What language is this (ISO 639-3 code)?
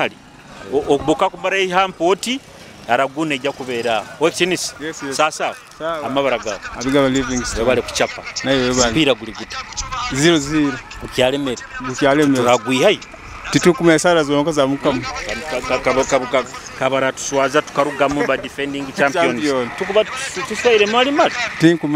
nyo